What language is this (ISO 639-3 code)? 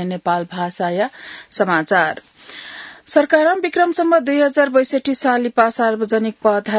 new